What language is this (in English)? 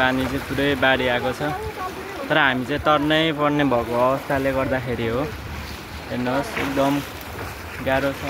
Nepali